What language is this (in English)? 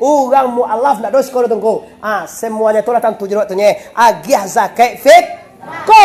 Minangkabau